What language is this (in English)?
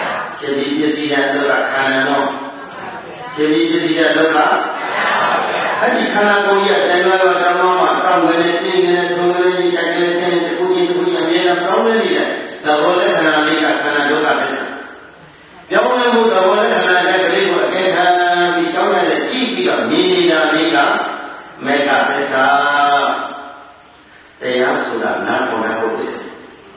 Burmese